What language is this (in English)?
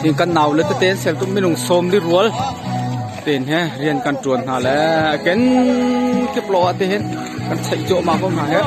Hakha Chin